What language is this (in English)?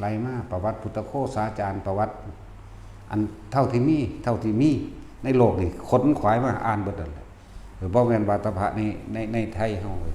Northeastern Thai